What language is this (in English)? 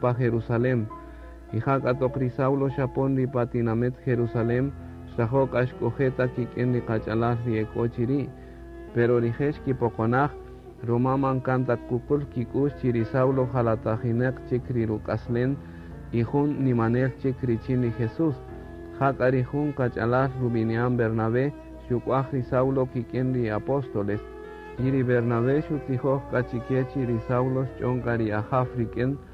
Kaqchikel